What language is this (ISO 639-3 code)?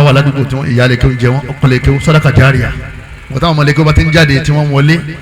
yor